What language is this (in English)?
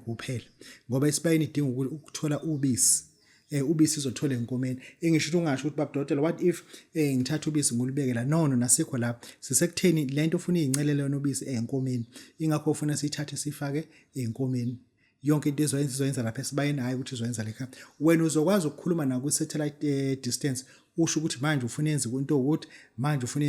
Zulu